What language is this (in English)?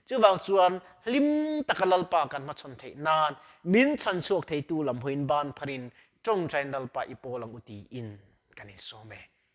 Mizo